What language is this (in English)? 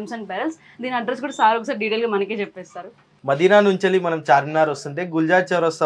Telugu